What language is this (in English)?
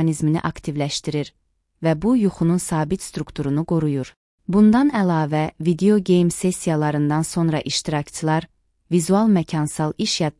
Azerbaijani